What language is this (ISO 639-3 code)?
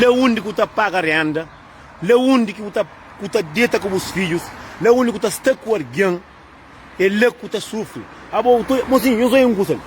kea